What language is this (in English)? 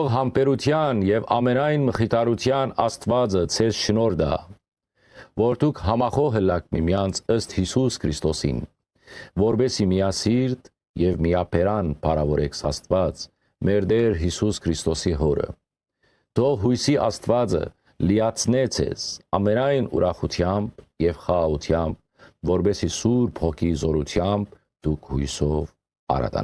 Western Armenian